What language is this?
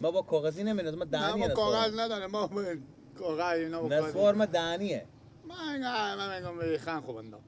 Persian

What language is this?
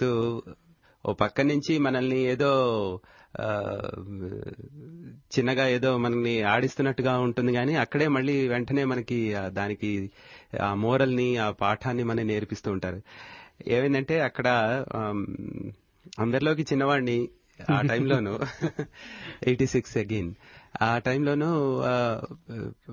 Telugu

